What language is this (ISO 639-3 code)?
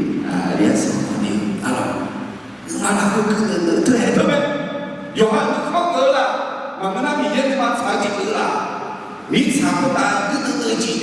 ahk